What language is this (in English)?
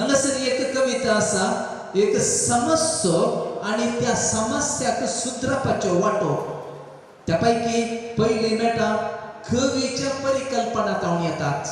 Konkani